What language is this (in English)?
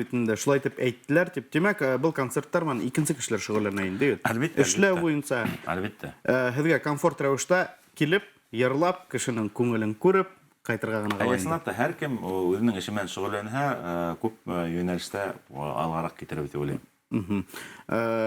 Bashkir